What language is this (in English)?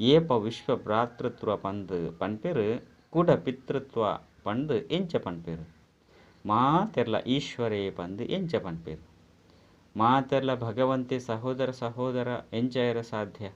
Tulu